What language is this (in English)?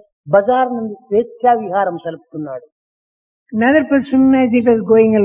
Telugu